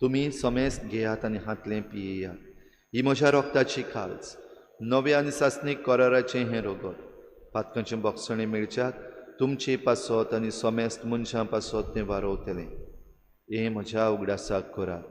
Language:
Konkani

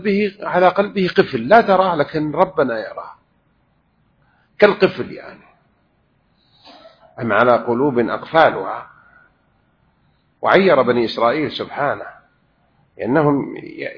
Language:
Arabic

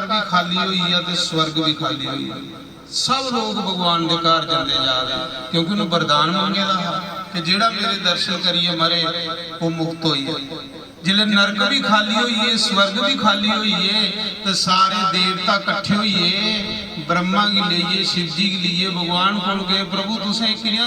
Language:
Dogri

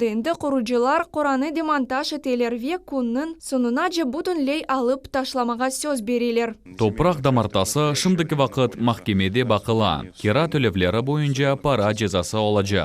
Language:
Crimean Tatar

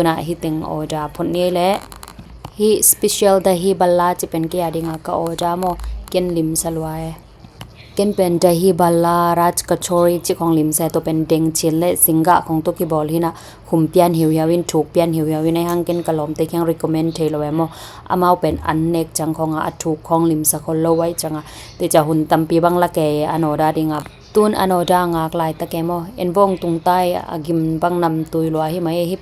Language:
Tedim Chin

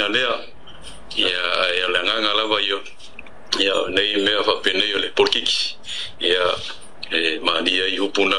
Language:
Samoan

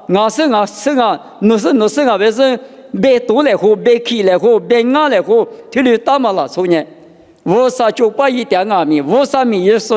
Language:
Lisu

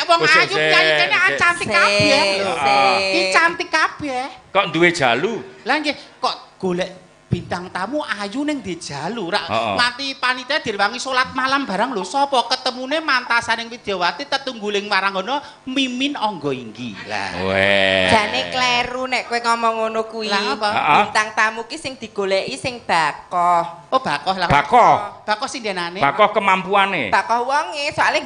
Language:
Javanese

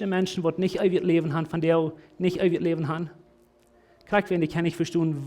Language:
Plautdietsch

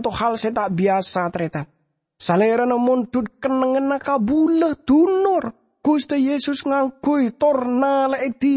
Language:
Madurese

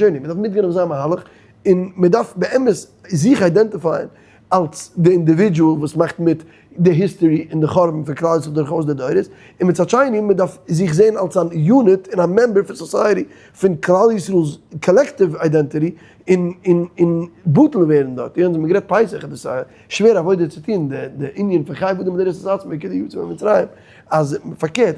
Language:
Yiddish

